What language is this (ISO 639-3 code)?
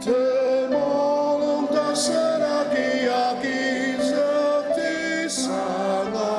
njo